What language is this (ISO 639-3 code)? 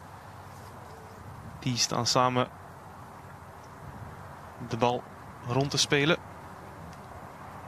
nld